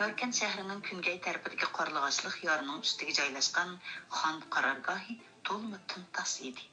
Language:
Uyghur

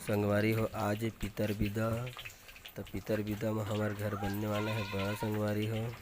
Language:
Chhattisgarhi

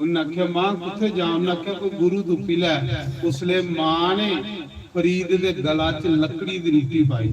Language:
Dogri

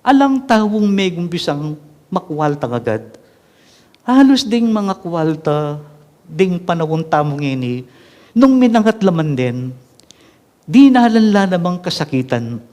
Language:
Pampanga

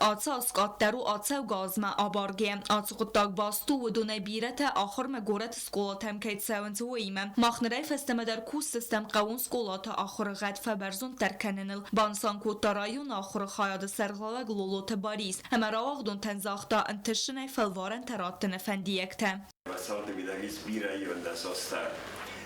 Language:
Ossetic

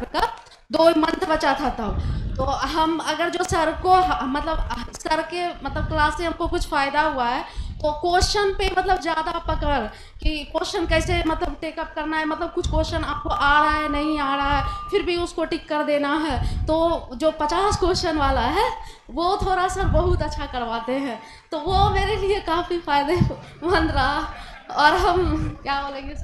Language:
Hindi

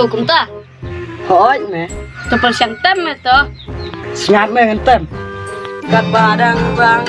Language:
Khasi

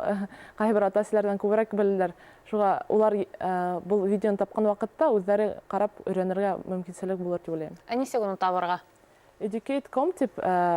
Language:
Bashkir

